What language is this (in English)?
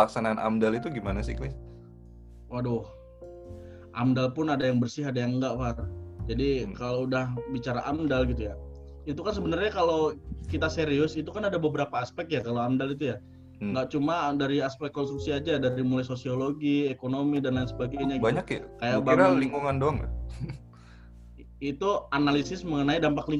Indonesian